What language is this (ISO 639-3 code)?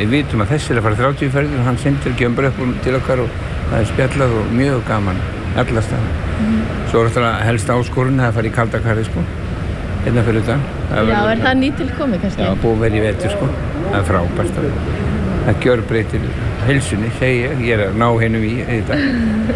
isl